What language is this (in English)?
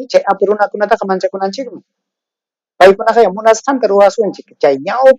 Ayacucho Quechua